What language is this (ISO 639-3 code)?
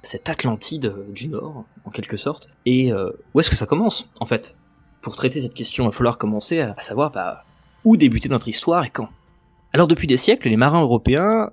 fra